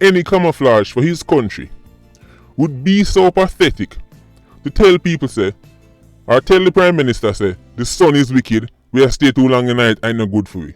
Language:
Jamaican Creole English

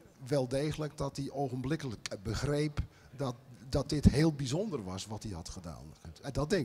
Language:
Dutch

